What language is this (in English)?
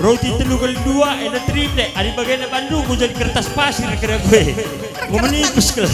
Batak Karo